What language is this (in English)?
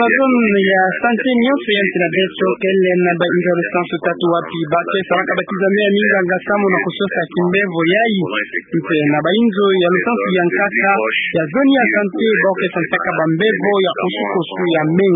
Kituba (Democratic Republic of Congo)